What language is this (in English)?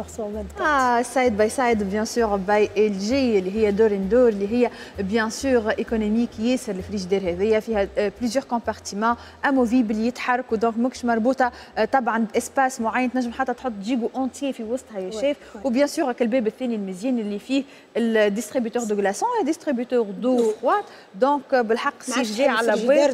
Tunisian Arabic